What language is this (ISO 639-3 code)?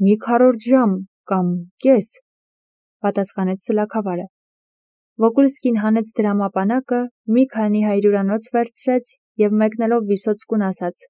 hye